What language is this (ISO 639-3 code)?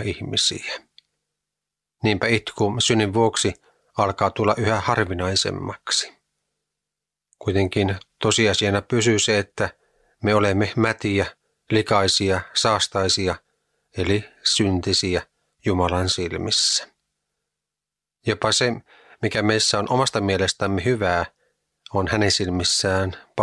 fin